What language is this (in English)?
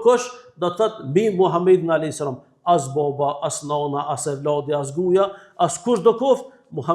Albanian